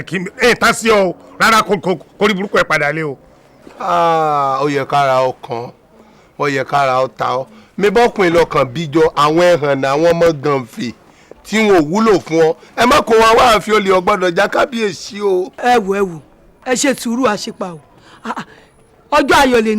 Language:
Yoruba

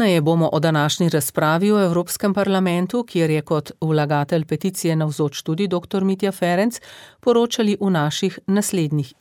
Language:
Slovenian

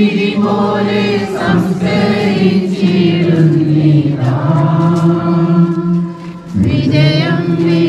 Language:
Malayalam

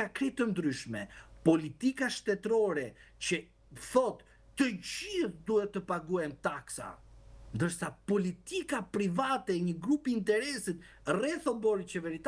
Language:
Albanian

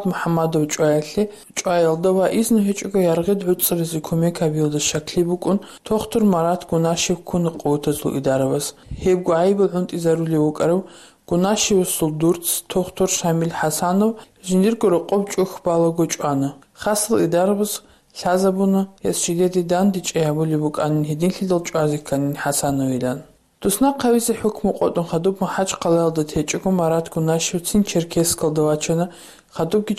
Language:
Avaric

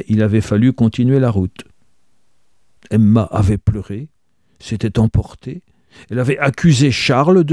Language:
French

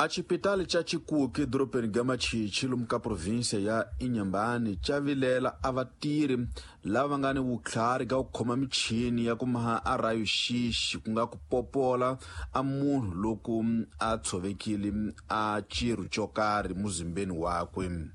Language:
Tsonga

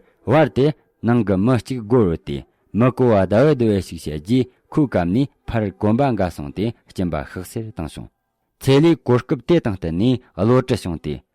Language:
Tibetan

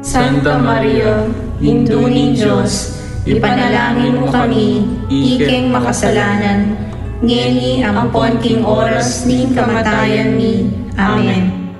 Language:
Pampanga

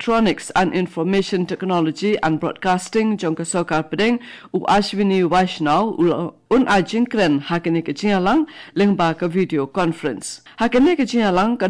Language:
Khasi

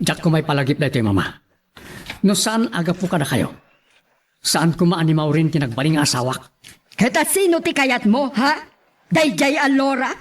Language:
Iloko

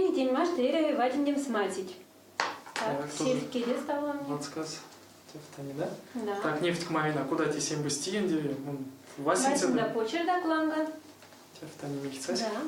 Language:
Erzya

